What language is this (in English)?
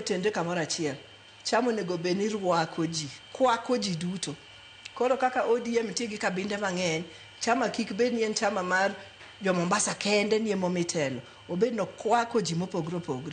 Luo (Kenya and Tanzania)